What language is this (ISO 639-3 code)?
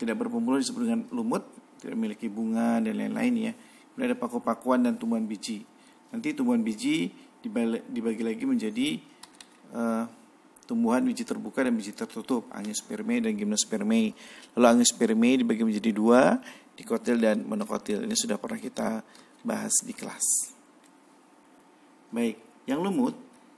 ind